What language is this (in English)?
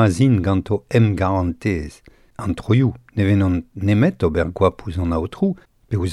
Breton